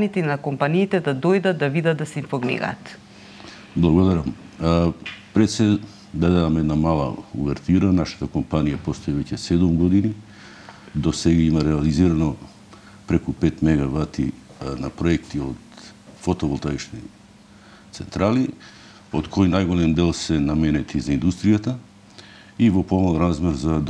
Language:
Macedonian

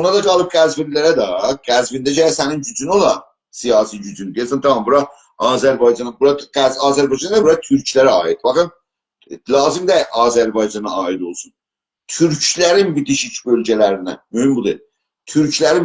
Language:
South Azerbaijani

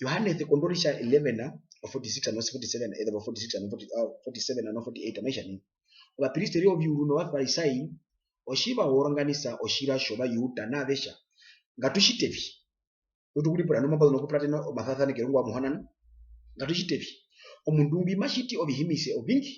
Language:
Herero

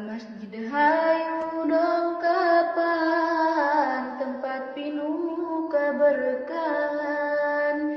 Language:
Sundanese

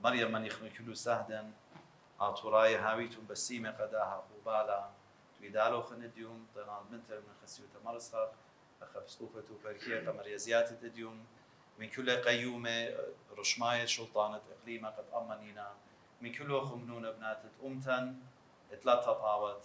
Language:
Assyrian Neo-Aramaic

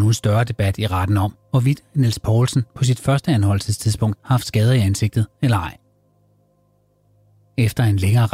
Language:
Danish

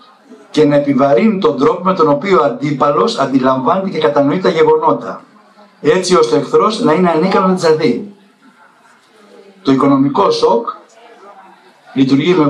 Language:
Greek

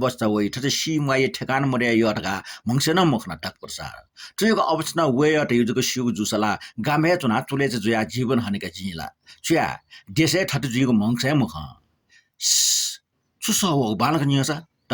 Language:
Newari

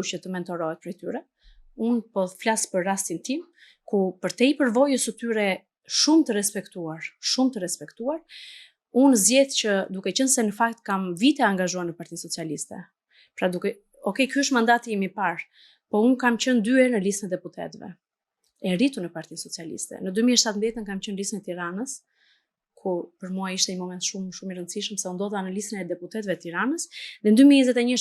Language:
Albanian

